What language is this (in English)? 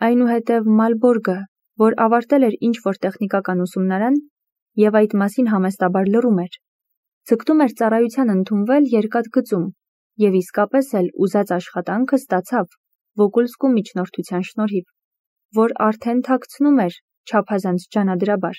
Armenian